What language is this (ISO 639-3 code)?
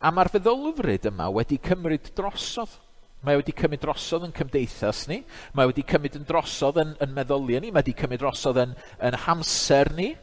cym